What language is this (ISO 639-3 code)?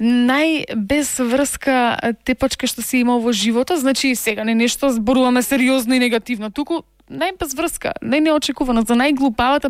mkd